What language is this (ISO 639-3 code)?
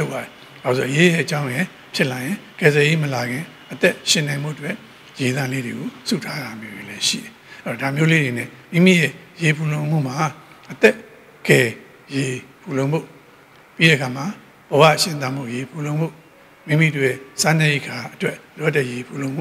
mya